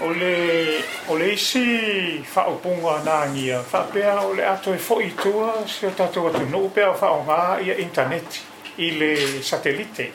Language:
Samoan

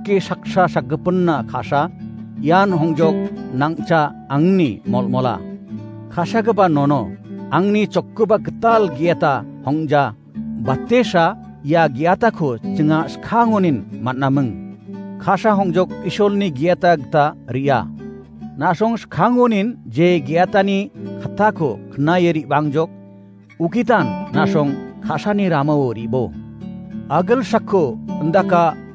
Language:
Garo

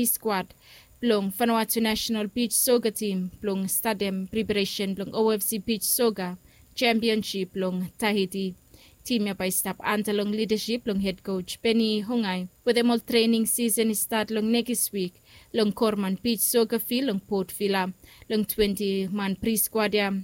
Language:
Bislama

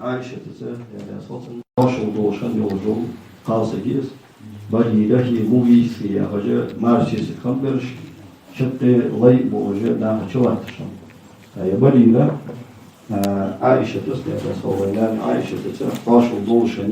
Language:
Ingush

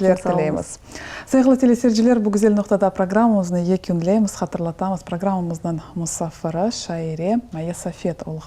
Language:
Crimean Tatar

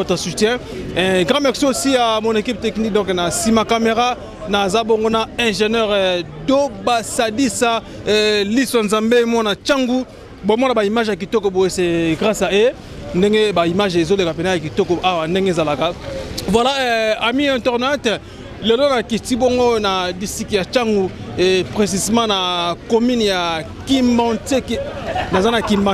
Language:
Lingala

